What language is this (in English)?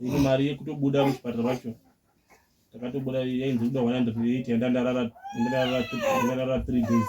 Shona